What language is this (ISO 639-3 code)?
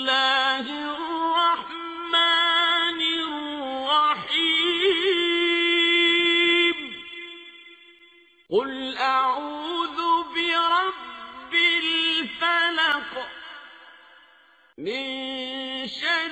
ara